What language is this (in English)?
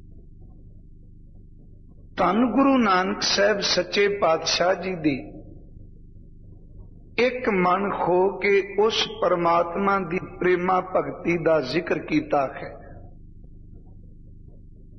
Punjabi